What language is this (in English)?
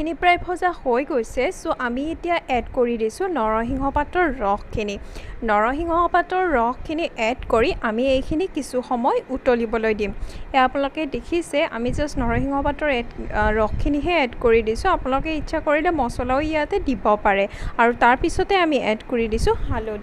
Assamese